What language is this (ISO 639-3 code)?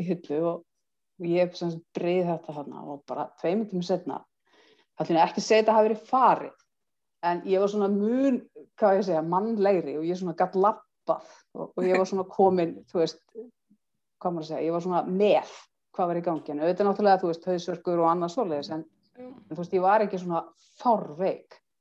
isl